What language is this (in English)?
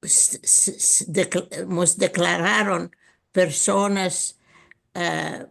Ladino